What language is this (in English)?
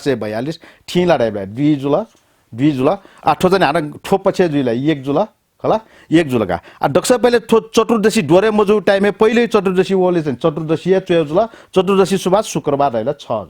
Newari